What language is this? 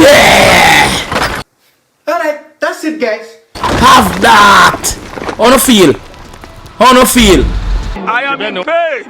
Jamaican Creole English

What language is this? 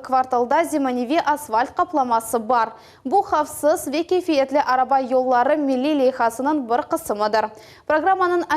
Crimean Tatar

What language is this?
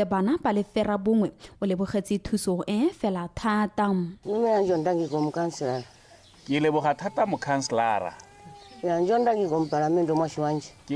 Tswana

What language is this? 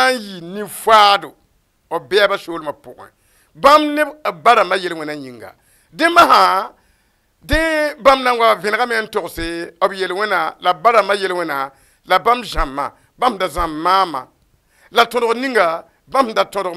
Mossi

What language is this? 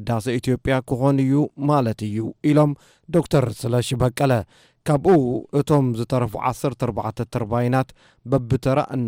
Tigrinya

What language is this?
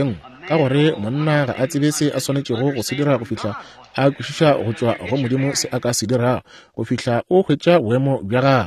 Northern Sotho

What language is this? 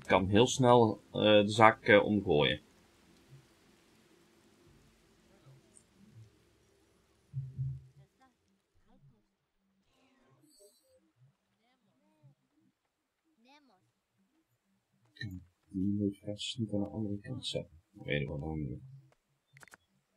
Dutch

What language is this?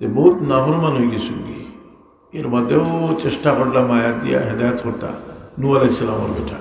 Sylheti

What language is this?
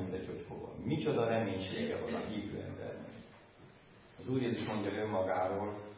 Hungarian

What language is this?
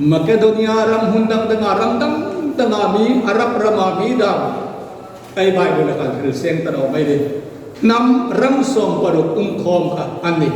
Hmar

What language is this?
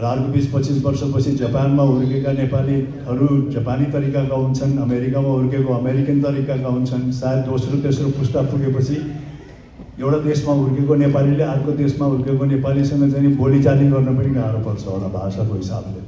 Nepali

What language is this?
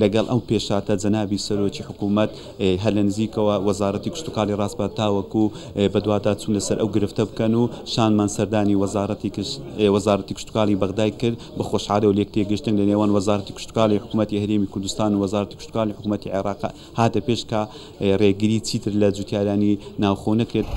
Central Kurdish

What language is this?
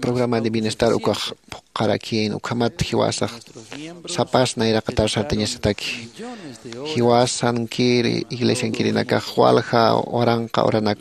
Aymara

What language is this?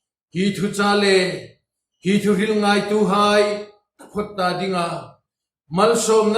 Hmar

